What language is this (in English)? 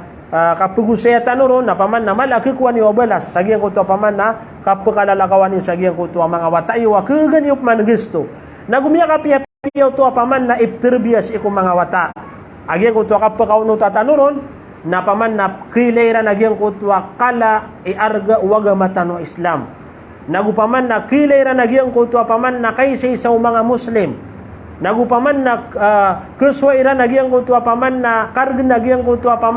Maranao